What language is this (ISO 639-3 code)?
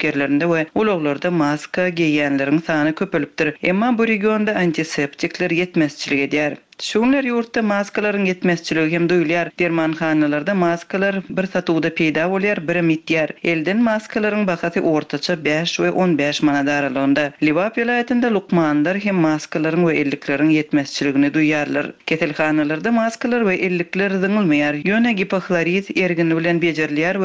tuk